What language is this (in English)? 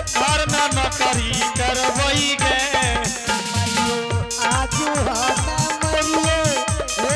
Angika